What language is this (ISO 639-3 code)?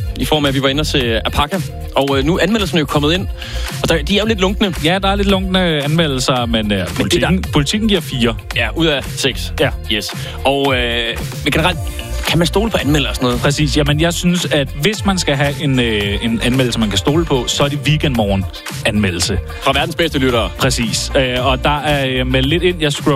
dan